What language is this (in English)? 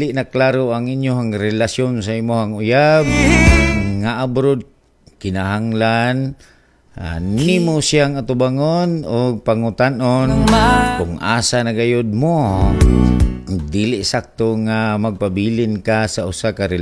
Cebuano